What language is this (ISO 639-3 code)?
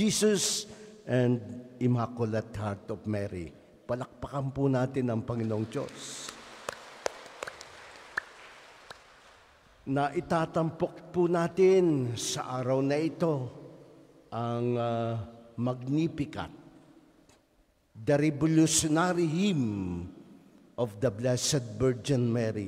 fil